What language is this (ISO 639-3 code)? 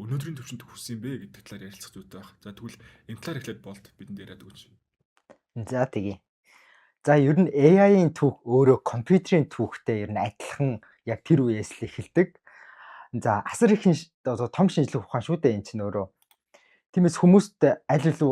mon